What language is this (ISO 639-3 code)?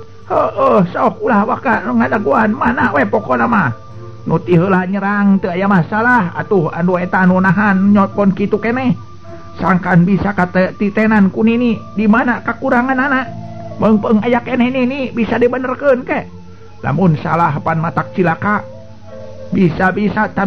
sun